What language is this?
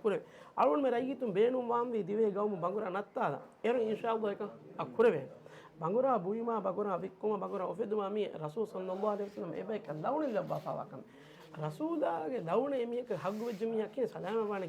Divehi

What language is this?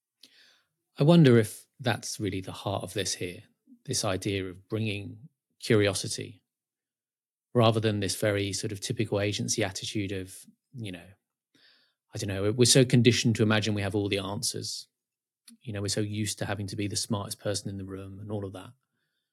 English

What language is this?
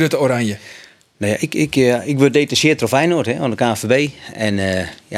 Western Frisian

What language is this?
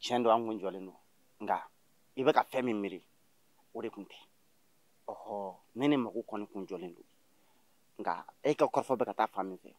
Bambara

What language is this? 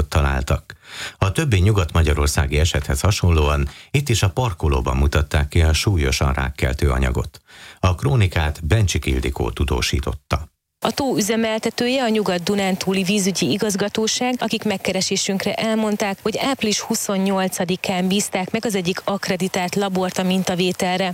Hungarian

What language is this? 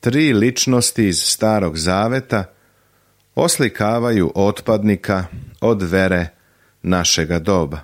Serbian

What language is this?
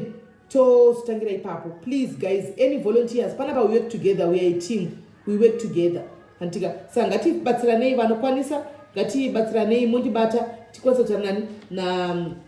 Shona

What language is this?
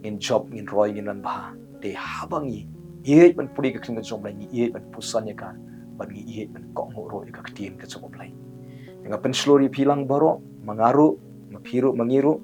Khasi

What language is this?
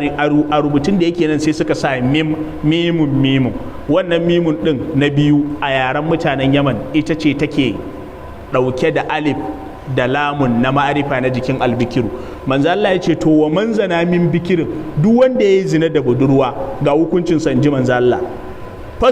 Hausa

